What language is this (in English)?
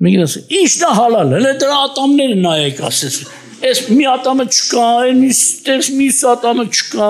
Armenian